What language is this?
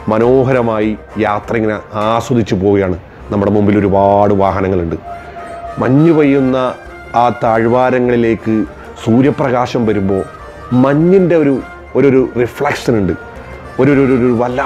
Malayalam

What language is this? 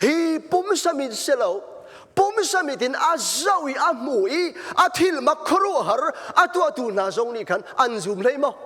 Hakha Chin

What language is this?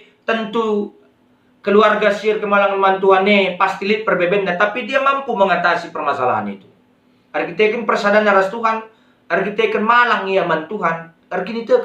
Batak Karo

